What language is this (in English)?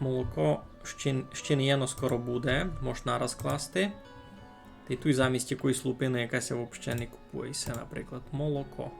Rusyn